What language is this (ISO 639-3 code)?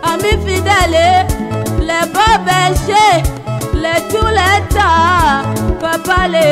tll